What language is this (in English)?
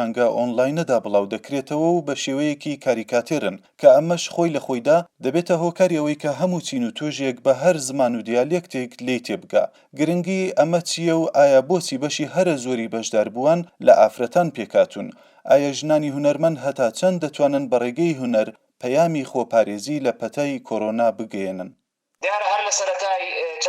Central Kurdish